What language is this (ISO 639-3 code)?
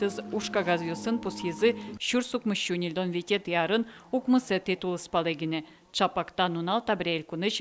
udm